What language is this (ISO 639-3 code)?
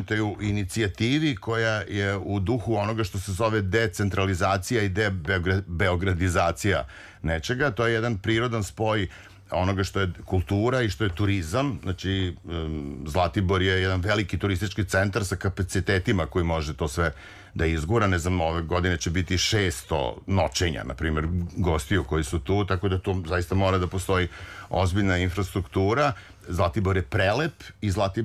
srp